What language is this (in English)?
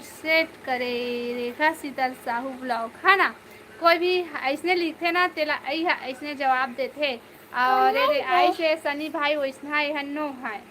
Chhattisgarhi